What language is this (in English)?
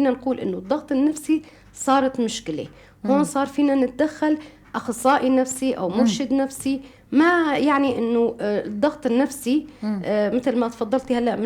North Levantine Arabic